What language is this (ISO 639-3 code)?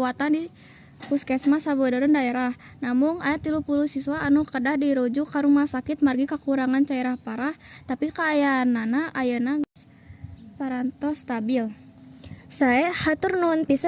sun